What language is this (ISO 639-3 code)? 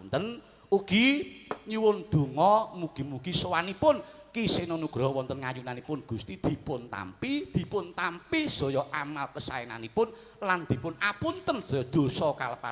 jav